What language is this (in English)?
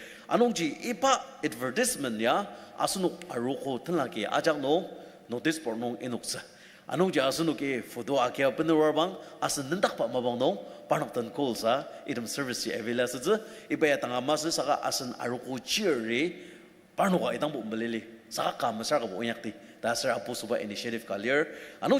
Ao Naga